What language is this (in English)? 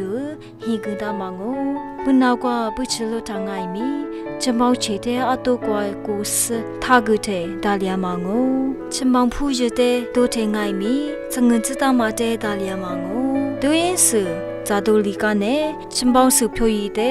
Lisu